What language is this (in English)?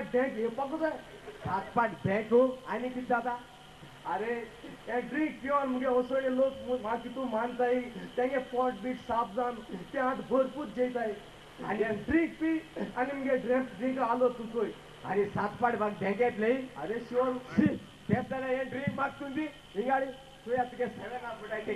Konkani